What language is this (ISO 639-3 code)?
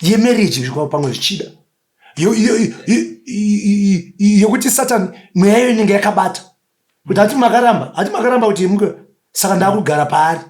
sna